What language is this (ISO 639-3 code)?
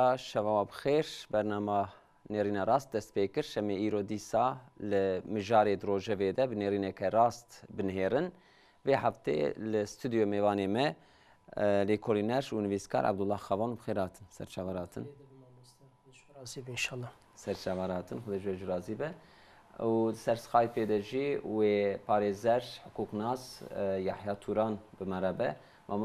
kur